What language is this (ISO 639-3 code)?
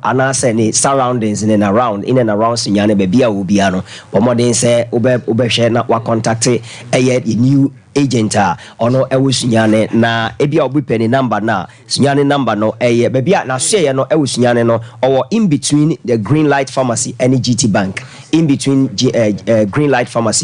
aka